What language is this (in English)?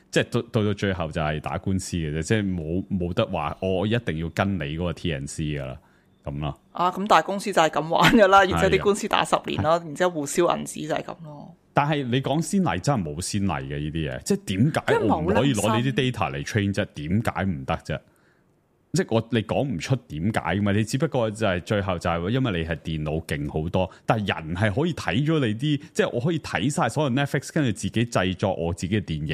Cantonese